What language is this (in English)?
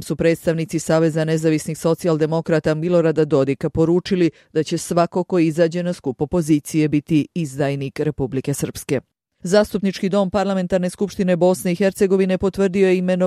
Bosnian